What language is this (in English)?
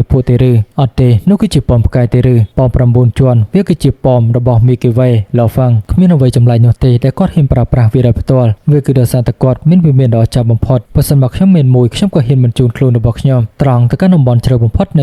Khmer